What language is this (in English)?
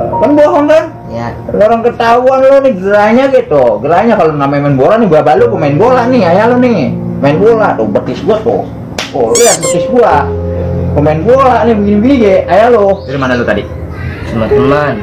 Betawi